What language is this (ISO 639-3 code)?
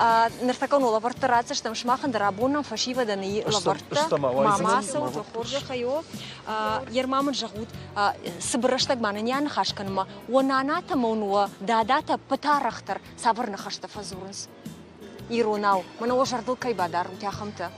oss